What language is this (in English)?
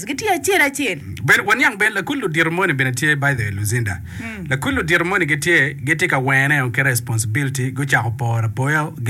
Acoli